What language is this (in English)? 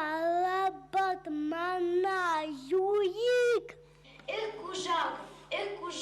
Chuvash